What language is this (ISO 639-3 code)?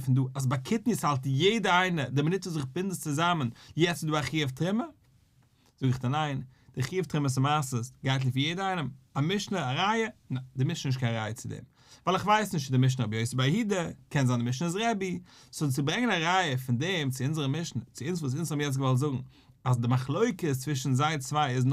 yid